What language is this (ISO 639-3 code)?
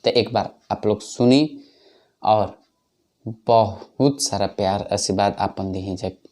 bho